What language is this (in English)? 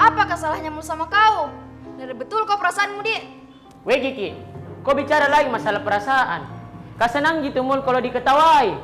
Makassar Malay